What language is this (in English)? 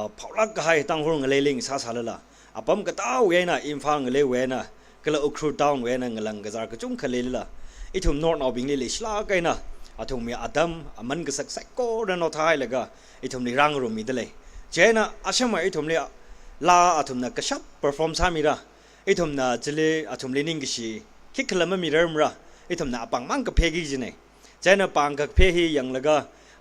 Tangkhul Naga (India)